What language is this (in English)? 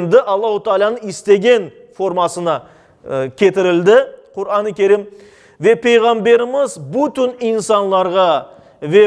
Crimean Tatar